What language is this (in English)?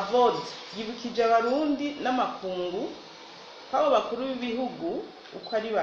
Rundi